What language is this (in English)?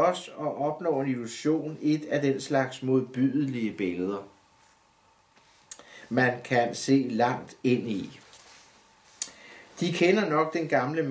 Danish